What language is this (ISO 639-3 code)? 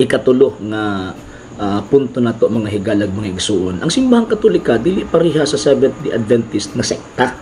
ceb